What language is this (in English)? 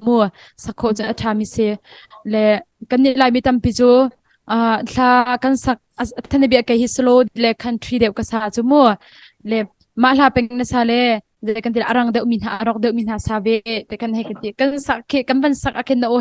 Hakha Chin